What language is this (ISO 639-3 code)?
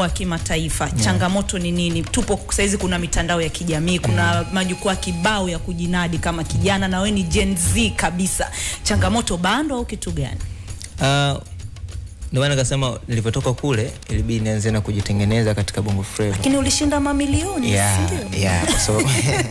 swa